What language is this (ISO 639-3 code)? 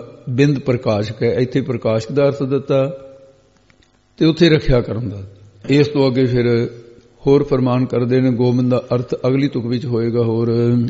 pan